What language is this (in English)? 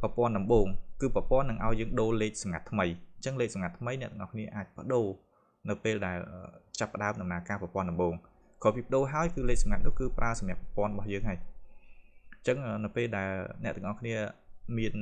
Khmer